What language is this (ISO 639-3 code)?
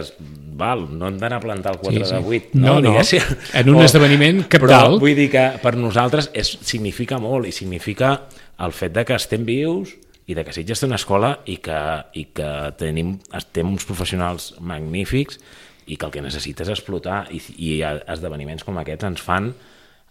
cat